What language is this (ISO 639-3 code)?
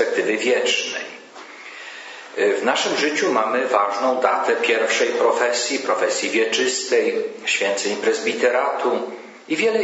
pol